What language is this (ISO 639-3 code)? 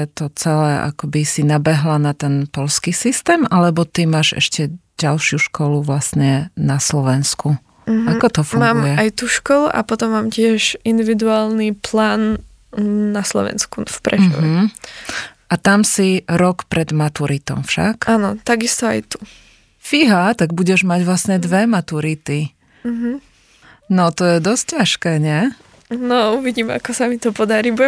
slk